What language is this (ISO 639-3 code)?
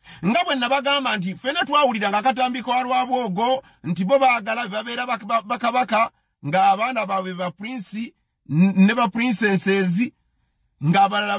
lug